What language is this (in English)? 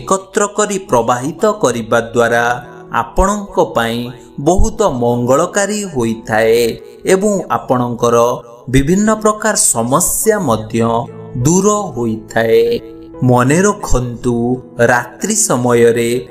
Odia